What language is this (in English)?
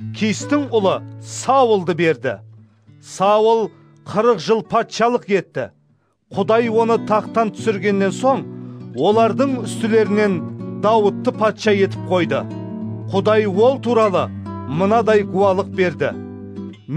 Kara-Kalpak